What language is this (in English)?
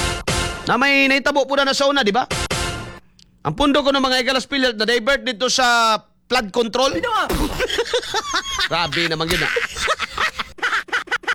Filipino